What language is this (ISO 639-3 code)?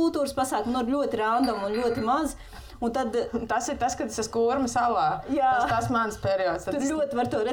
lav